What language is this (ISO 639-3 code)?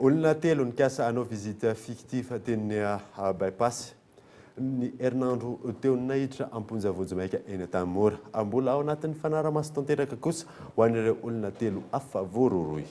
mlg